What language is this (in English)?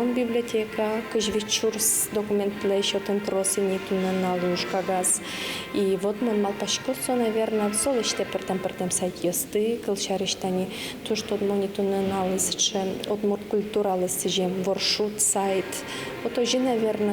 Udmurt